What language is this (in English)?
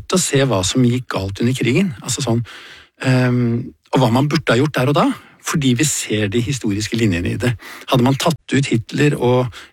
Norwegian